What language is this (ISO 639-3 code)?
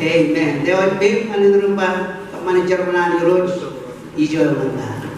mah